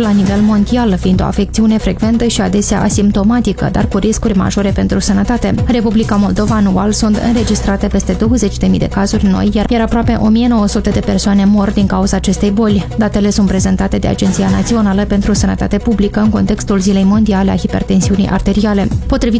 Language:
Romanian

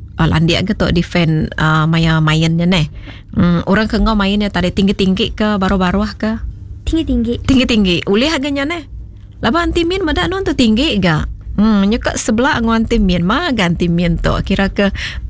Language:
Iban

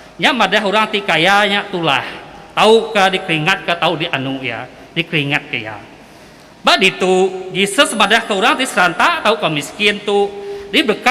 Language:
Iban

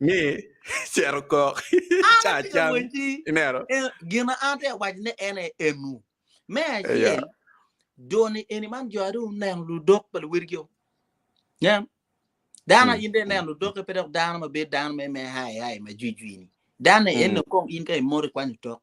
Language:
Acoli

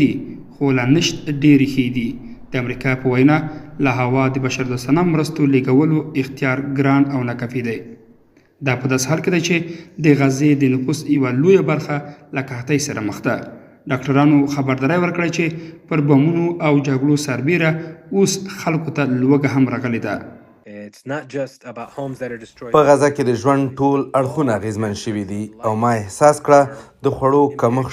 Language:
Pashto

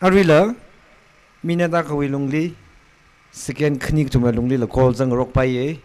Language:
Tangkhul Naga (India)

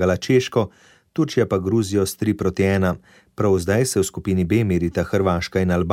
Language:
Slovenian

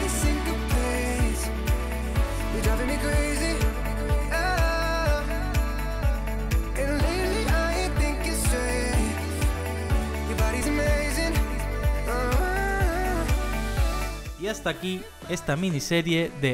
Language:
Spanish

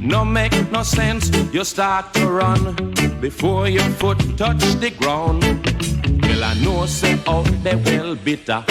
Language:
Jamaican Creole English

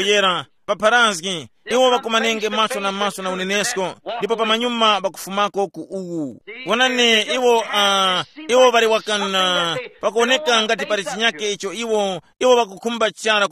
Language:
Tumbuka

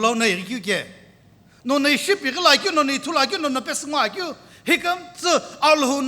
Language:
Sumi Naga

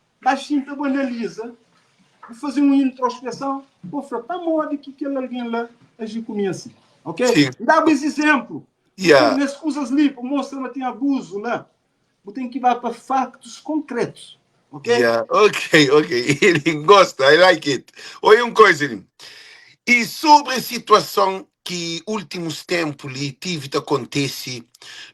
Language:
Kabuverdianu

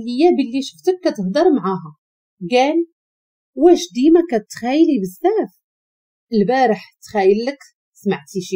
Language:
Moroccan Arabic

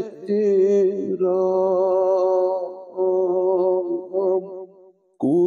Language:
Kashmiri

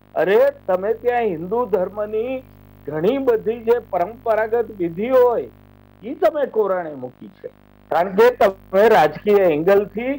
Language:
Gujarati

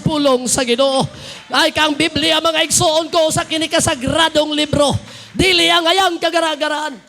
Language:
Cebuano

